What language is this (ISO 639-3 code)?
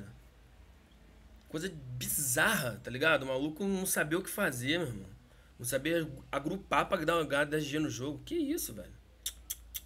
por